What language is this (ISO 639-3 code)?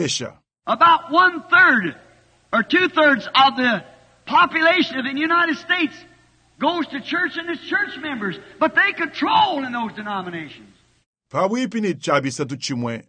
lua